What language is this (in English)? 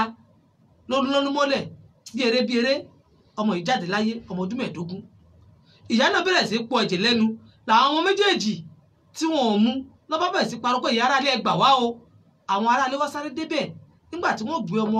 Yoruba